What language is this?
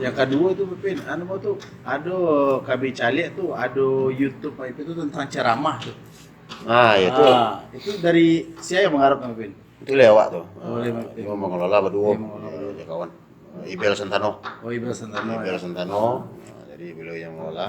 Minangkabau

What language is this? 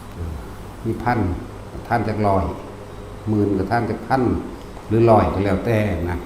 Northeastern Thai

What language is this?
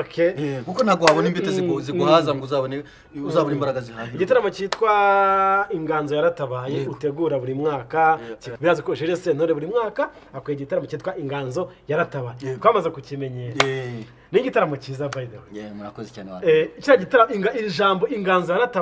Kinyarwanda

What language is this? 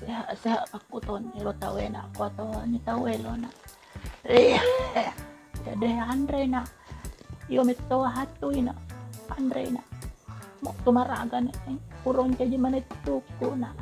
Buginese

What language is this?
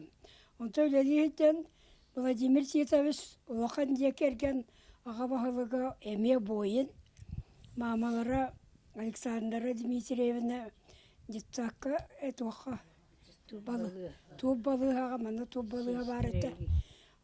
Yakut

